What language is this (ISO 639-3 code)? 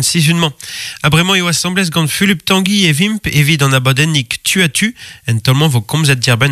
bre